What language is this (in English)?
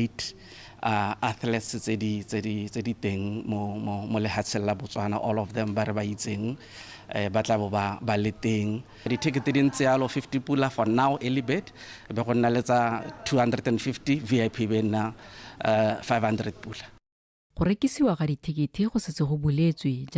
Tswana